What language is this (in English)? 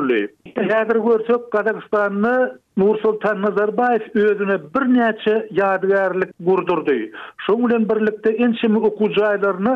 Turkmen